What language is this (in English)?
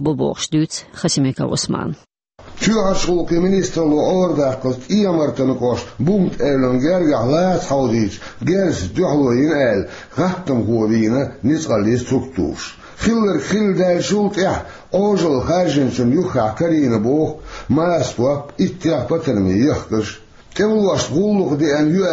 Chechen